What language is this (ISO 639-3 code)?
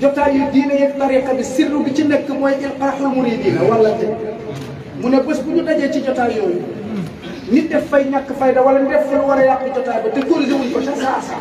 wol